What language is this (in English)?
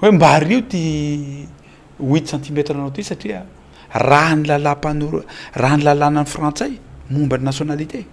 Malagasy